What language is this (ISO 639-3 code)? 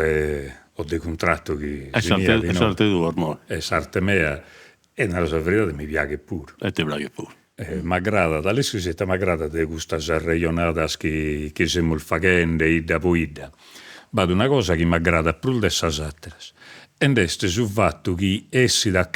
srd